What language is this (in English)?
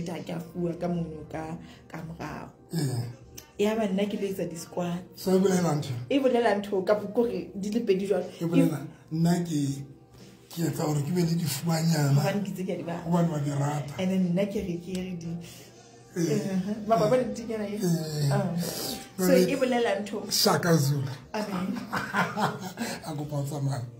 Southern Sotho